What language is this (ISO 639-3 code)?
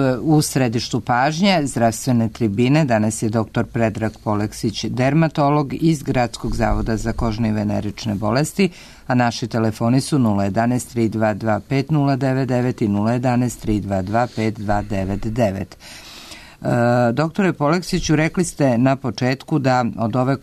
srp